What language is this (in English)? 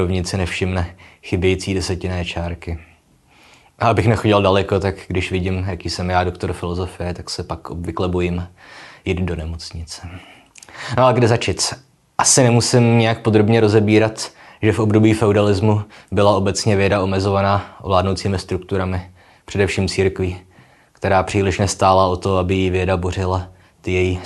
Czech